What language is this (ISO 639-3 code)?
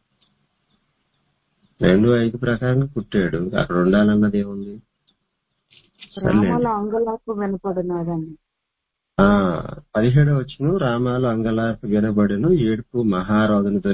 tel